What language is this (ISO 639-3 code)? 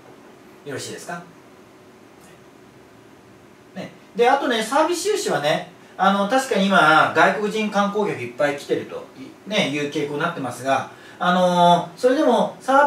jpn